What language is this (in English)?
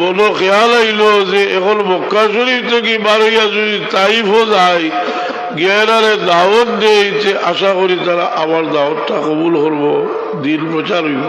Sylheti